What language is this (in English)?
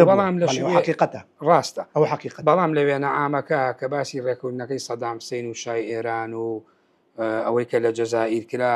Central Kurdish